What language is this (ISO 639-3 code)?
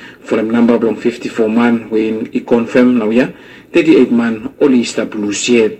bis